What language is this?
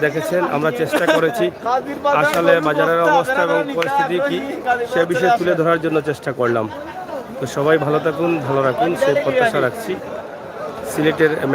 Sylheti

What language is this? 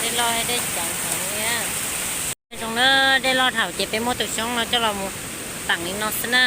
Hmong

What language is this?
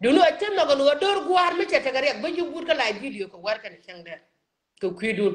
Nuer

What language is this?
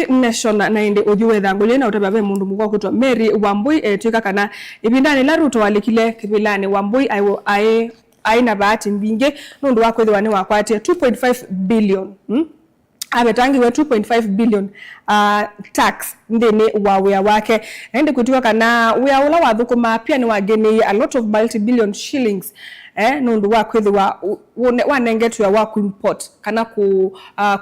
Kamba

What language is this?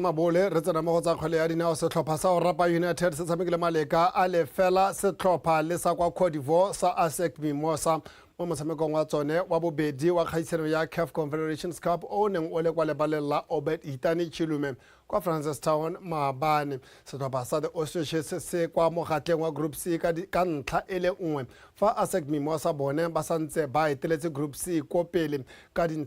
Tswana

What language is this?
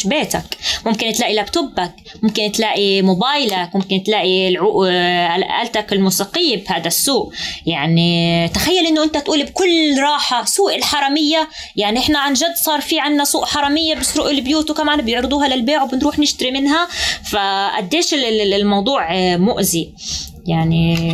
North Levantine Arabic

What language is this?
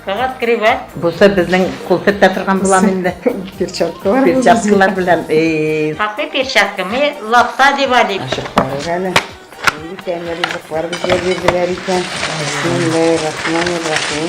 Tatar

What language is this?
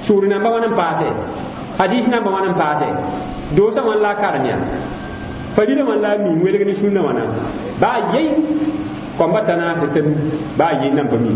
Mossi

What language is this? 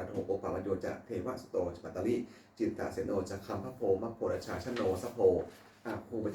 Pali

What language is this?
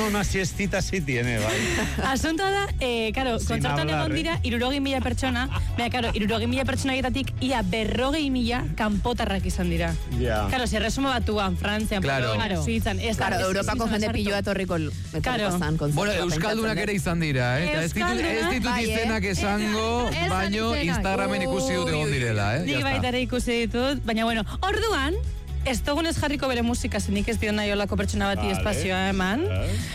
Basque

